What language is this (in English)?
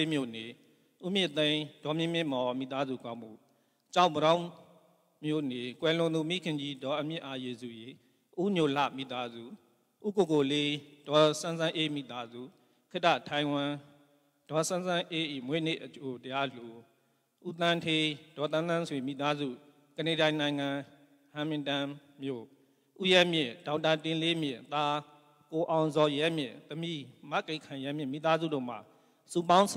Burmese